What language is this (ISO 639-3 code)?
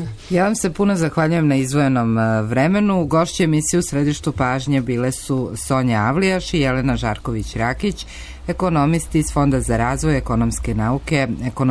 srp